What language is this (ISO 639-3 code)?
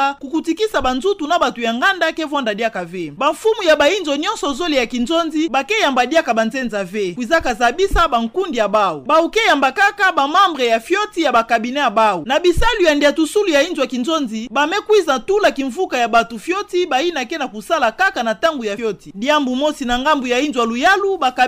ktu